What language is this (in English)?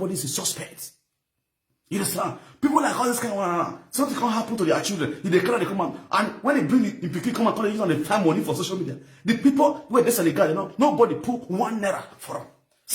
Nigerian Pidgin